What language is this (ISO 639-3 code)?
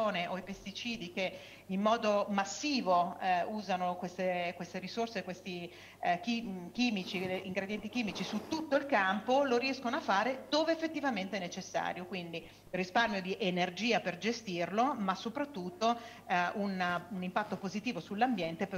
ita